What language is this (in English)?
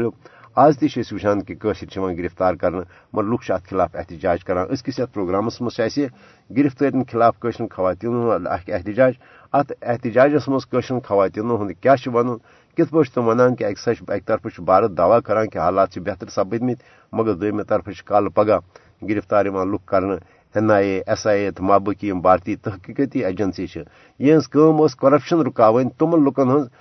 Kashmiri